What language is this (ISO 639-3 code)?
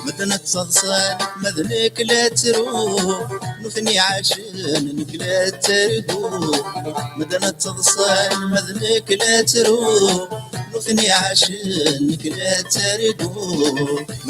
kab